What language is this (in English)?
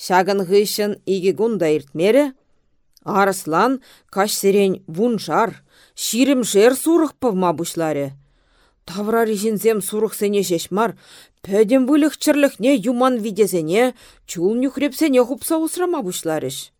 Chuvash